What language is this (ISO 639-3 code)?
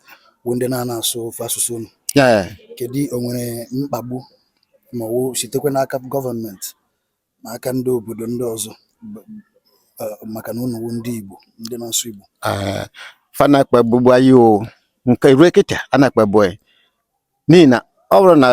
ibo